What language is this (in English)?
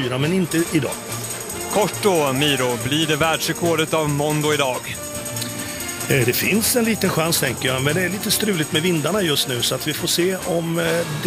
Swedish